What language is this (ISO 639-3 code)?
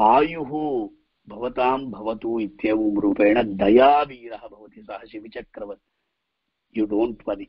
san